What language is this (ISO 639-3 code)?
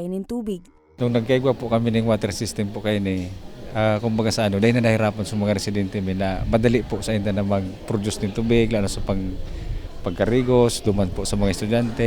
bik